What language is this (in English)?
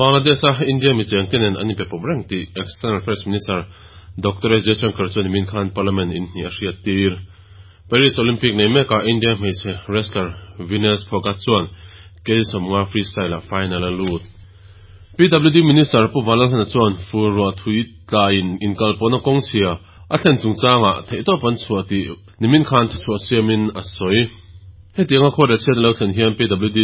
Mizo